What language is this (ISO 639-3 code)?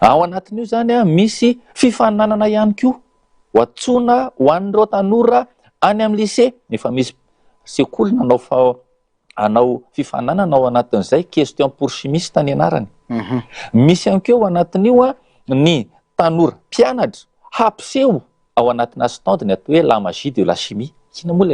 mlg